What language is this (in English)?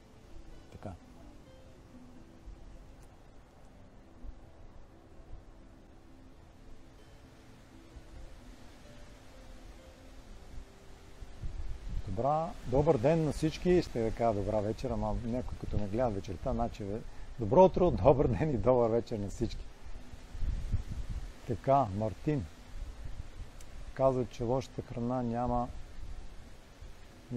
Bulgarian